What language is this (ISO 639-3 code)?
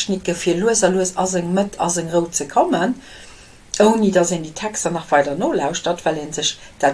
ltz